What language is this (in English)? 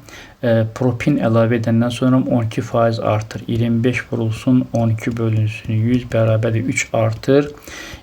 Azerbaijani